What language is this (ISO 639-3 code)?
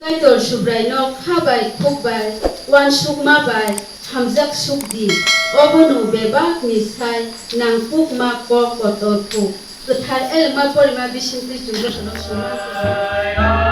trp